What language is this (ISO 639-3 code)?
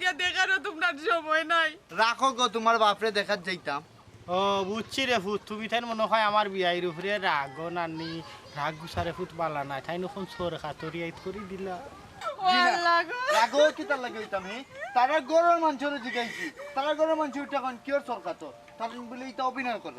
syl